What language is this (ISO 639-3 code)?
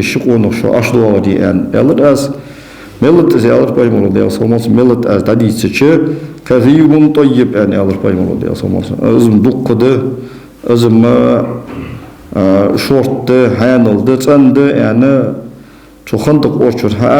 inh